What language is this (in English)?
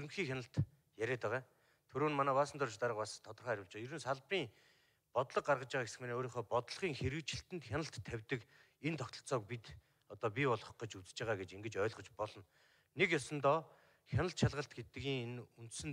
Mongolian